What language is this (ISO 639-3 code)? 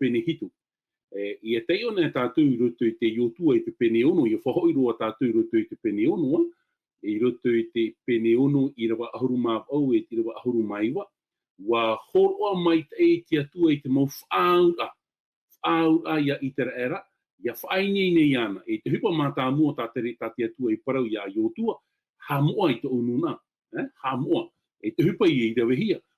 tah